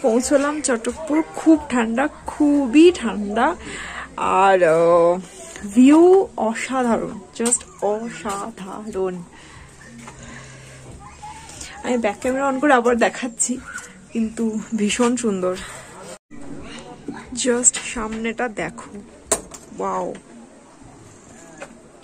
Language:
Bangla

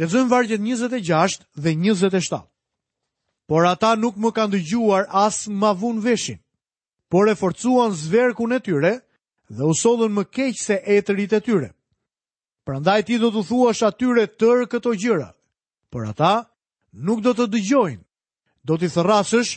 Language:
Albanian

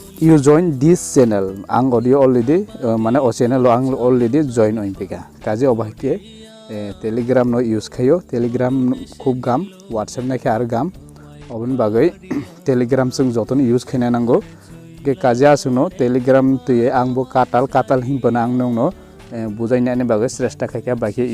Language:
Kok Borok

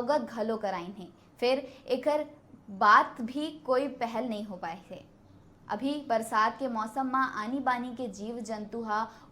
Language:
Chhattisgarhi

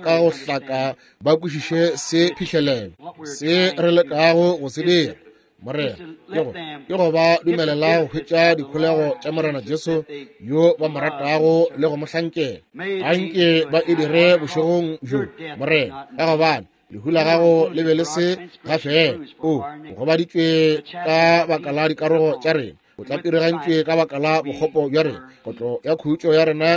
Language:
Northern Sotho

